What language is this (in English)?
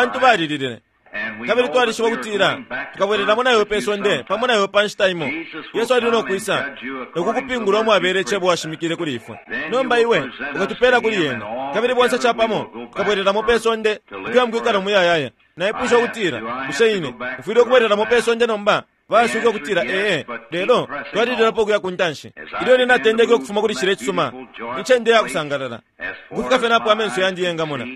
Bemba